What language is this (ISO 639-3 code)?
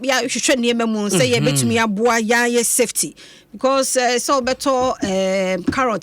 aka